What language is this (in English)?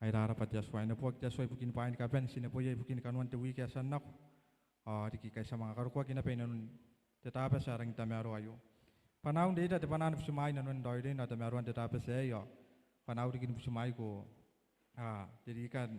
Gilbertese